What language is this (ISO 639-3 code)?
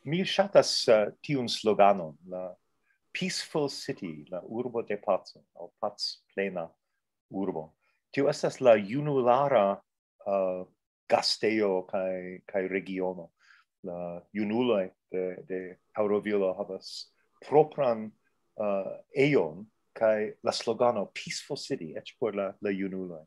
epo